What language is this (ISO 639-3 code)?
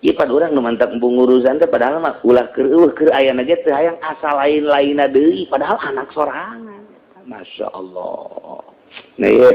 sun